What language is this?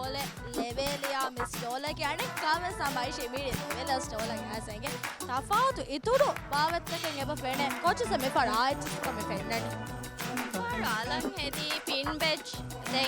Divehi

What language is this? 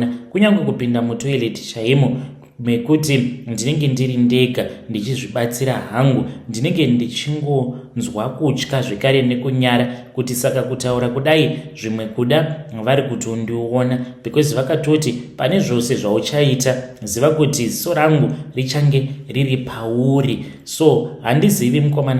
Shona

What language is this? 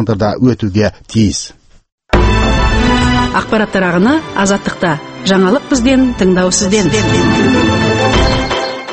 Kazakh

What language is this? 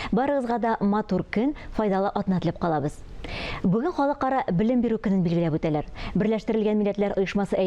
Tatar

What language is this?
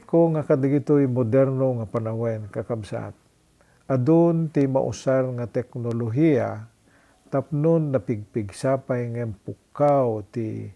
Iloko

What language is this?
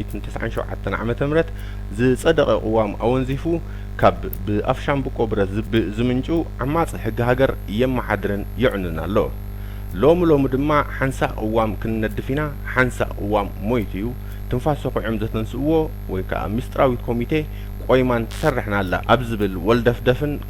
Tigrinya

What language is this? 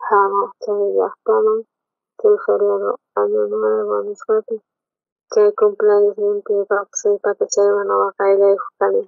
South Bolivian Quechua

